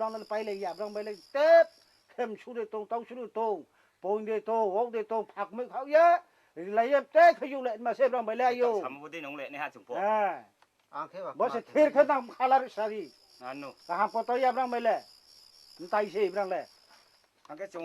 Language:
Riang (India)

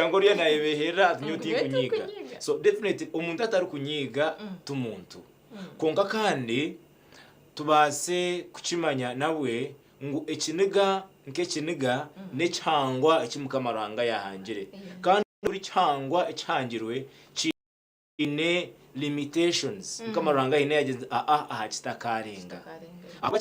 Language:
Nyankole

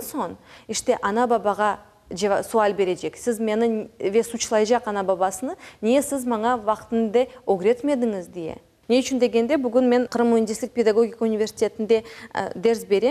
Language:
Crimean Tatar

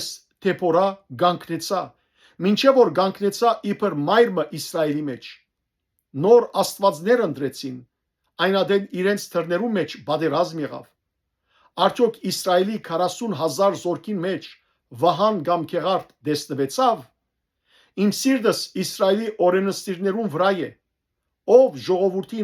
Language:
Western Armenian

